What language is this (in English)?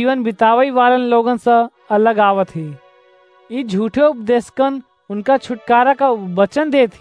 Awadhi